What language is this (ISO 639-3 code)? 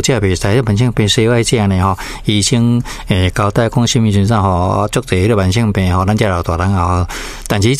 nan